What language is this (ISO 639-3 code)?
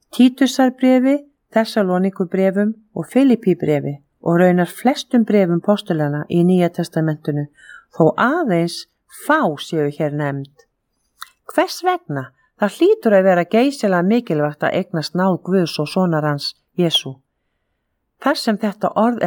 isl